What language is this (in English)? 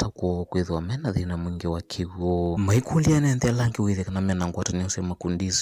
Kamba